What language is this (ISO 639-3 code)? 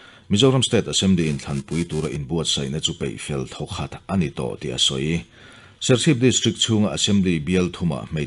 lus